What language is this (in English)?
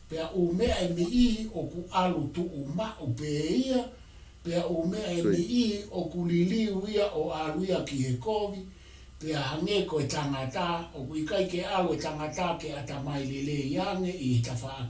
Tongan